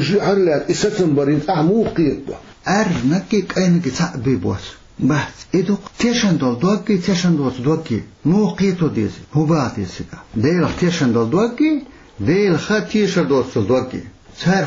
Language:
Chechen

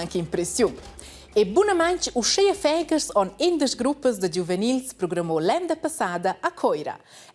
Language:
Romansh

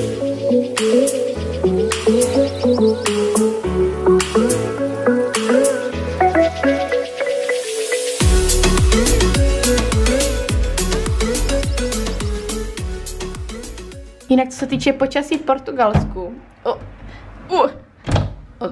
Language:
Czech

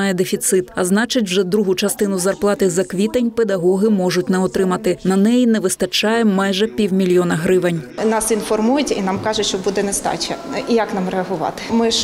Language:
Ukrainian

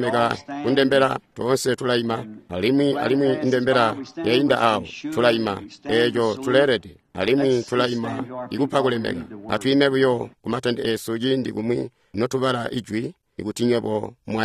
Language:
Tonga (Zambia)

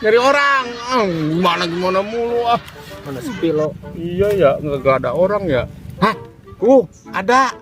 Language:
Betawi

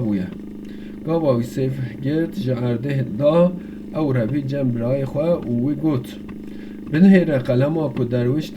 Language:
Kurdish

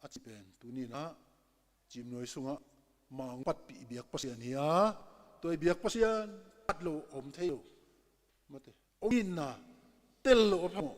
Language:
Hakha Chin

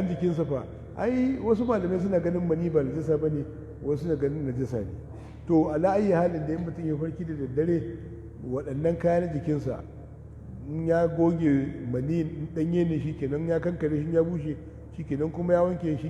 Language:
Hausa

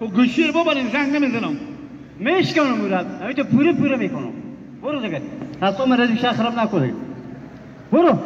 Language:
Hazaragi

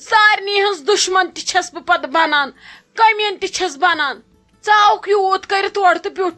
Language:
Kashmiri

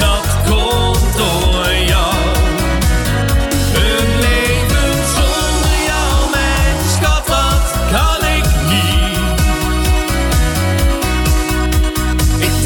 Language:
Dutch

